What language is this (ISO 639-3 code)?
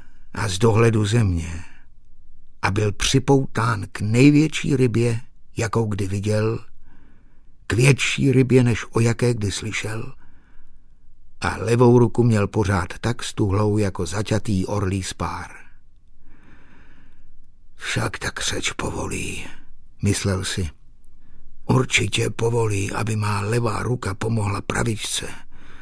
ces